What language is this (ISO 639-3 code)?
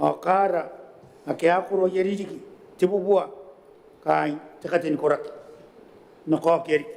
gil